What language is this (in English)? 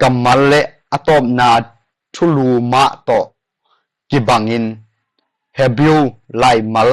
Tedim Chin